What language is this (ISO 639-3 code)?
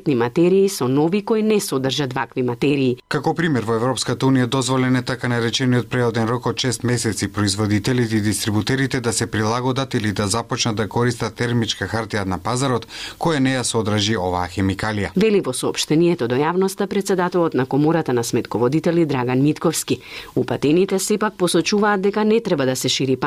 mkd